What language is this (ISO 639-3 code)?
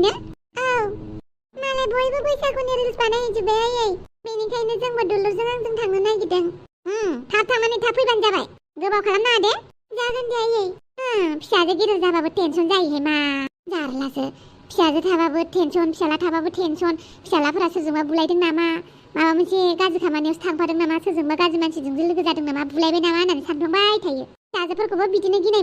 brx